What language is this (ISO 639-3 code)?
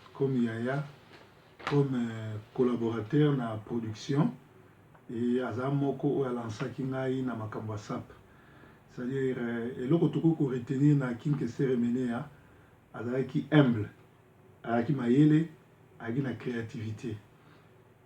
lin